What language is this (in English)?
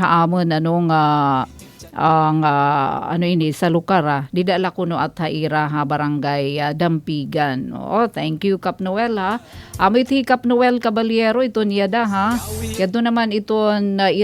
Waray